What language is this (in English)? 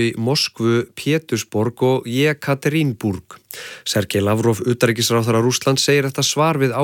Icelandic